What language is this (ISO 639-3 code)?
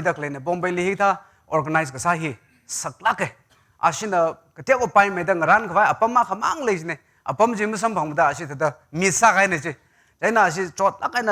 nmf